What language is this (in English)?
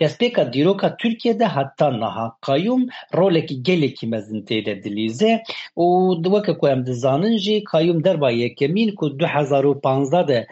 Kurdish